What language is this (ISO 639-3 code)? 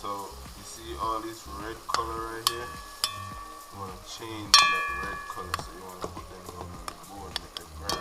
jam